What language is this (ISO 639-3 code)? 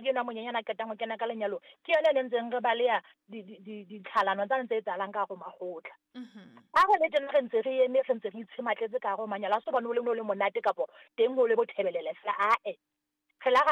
sot